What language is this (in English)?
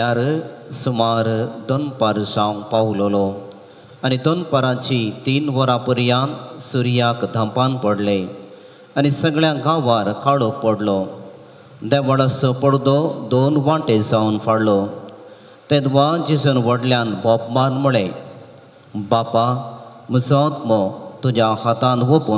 Konkani